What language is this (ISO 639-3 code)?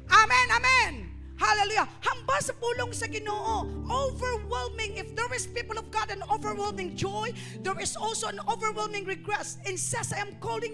hil